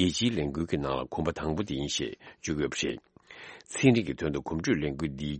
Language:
Tibetan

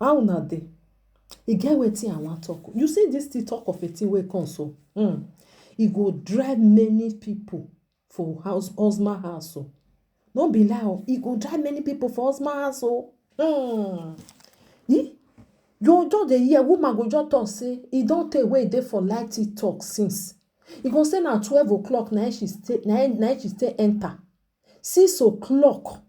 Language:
Nigerian Pidgin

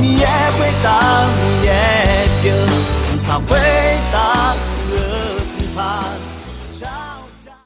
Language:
Akha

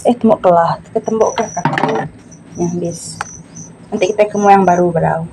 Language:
Iban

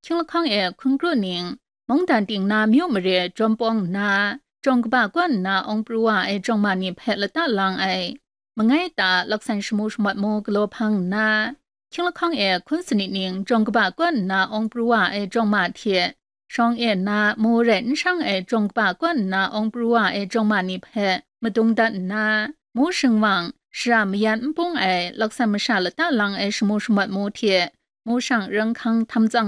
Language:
Kachin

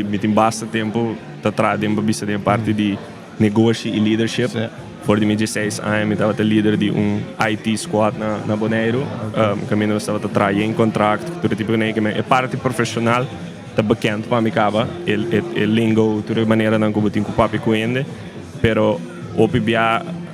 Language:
Papiamento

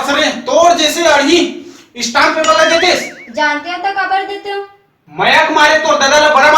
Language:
Chhattisgarhi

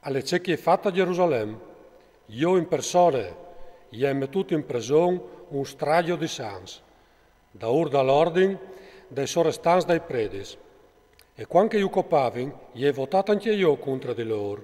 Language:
Friulian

